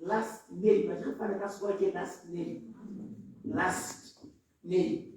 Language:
Southern Sotho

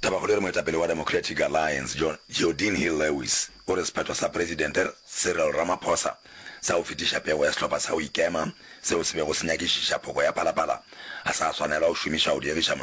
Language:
Northern Sotho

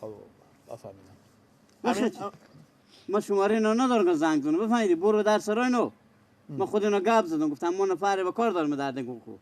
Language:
Persian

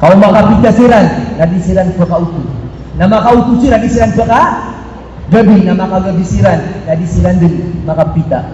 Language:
Maranao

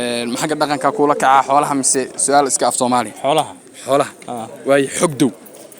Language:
Somali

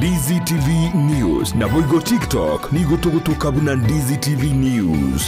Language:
Gusii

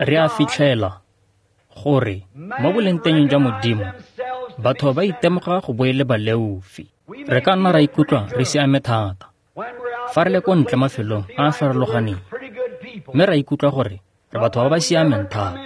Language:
Tswana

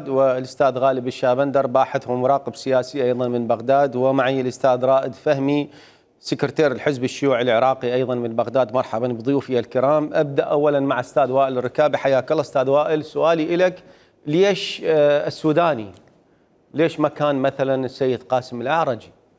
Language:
Mesopotamian Arabic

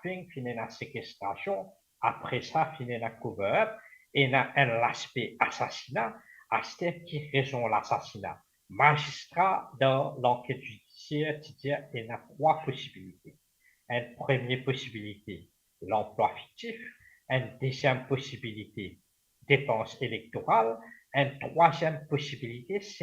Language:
Morisyen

